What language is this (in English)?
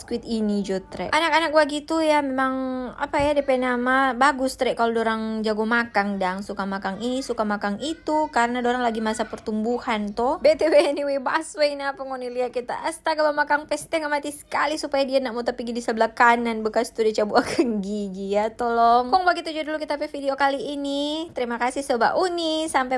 Manado Malay